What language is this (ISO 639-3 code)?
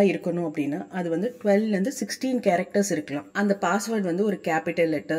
tam